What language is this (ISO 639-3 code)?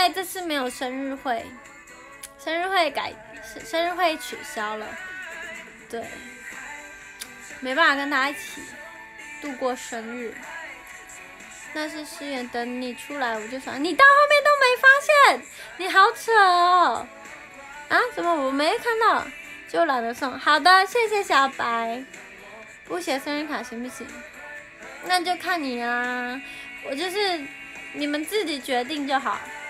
zho